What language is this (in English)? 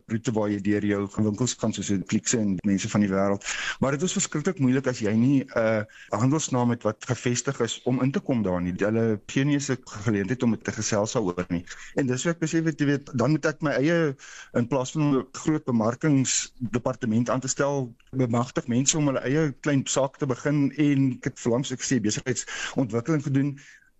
Afrikaans